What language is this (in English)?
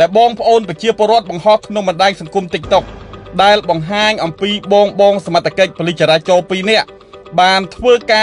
Khmer